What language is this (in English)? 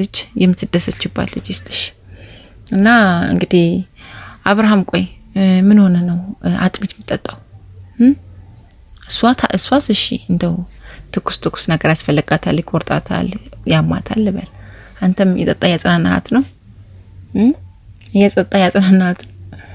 Amharic